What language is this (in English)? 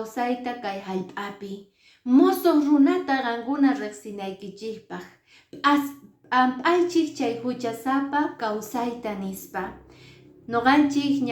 Quechua